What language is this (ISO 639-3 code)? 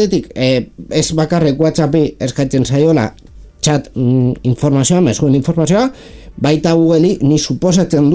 eus